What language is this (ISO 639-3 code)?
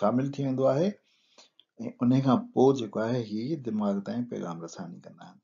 snd